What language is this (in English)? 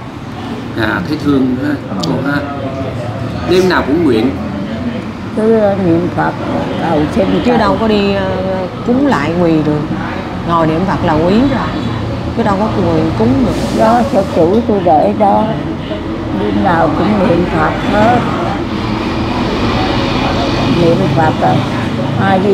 Vietnamese